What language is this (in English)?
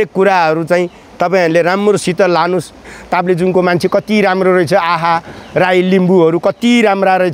Nepali